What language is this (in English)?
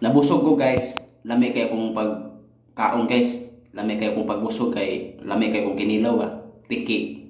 Cebuano